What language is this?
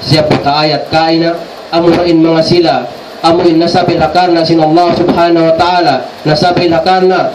Tausug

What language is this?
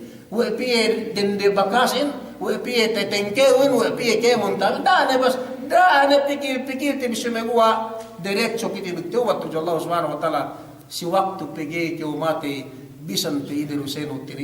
Yakan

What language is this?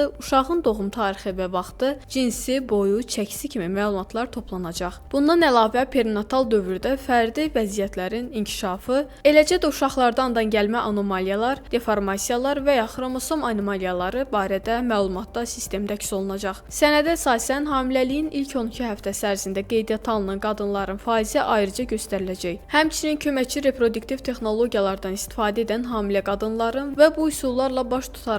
Azerbaijani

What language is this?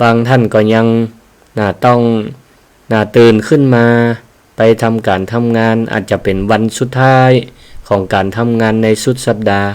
Northern Thai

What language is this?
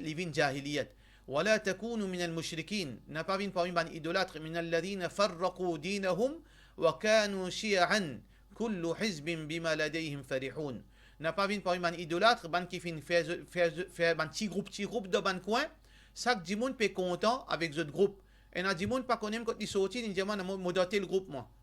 Morisyen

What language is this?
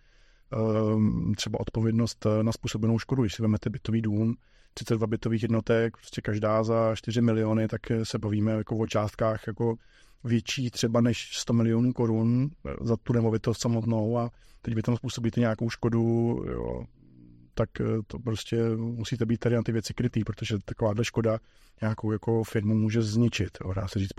Czech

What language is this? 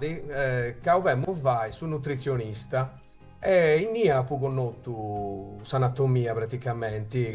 Sardinian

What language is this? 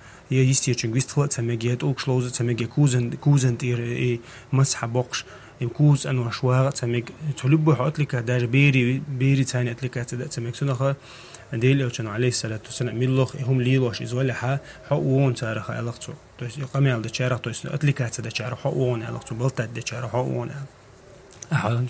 Chechen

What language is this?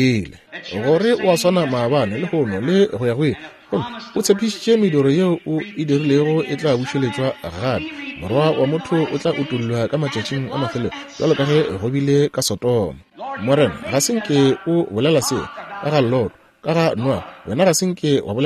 Northern Sotho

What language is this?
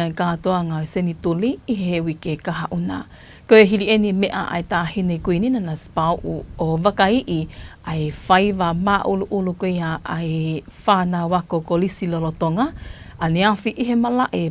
Tongan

